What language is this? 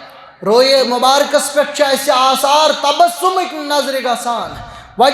Kashmiri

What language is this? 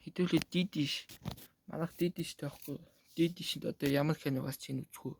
Mongolian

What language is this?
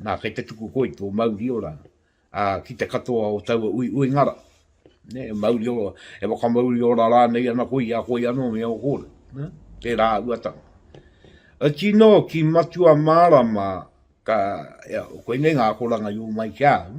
Māori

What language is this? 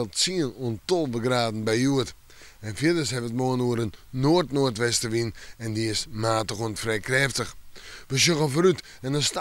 Western Frisian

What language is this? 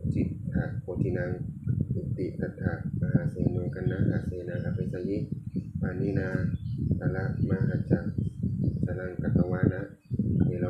Pali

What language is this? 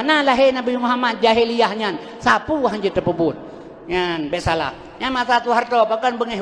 Achinese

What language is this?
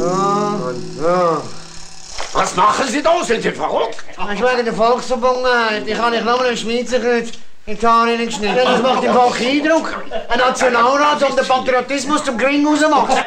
Swiss German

